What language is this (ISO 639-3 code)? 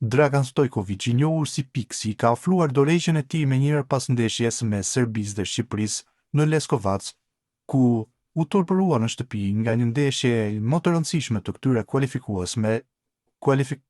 sqi